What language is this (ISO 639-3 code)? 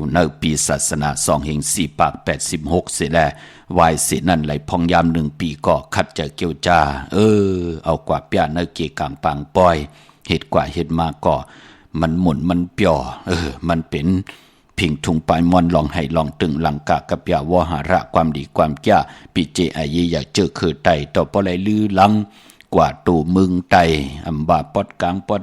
shn